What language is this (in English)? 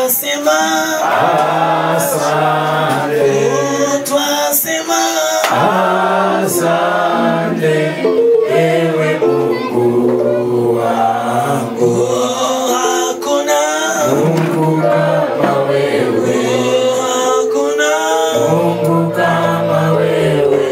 Swahili